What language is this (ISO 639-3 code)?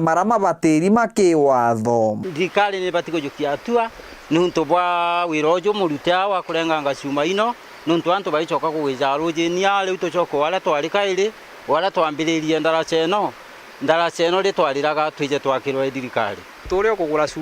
mer